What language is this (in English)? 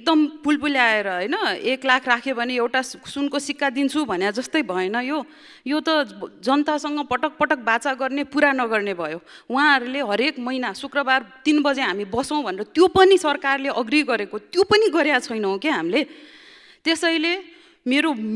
Nepali